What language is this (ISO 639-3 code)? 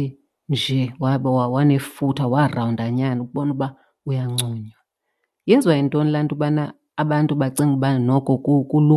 xho